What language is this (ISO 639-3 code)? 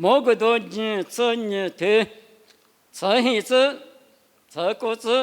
lis